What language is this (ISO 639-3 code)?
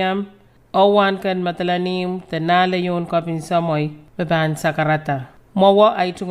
pon